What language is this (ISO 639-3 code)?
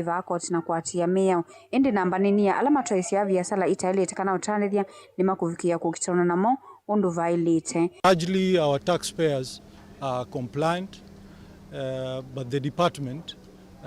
kam